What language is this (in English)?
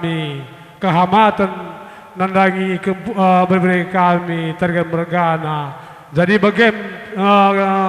Batak Karo